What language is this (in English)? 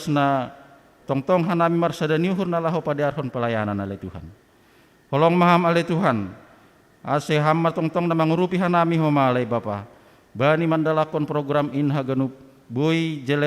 Batak Simalungun